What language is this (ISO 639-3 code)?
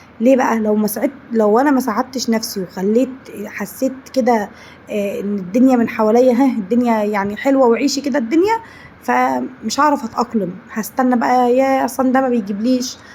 arz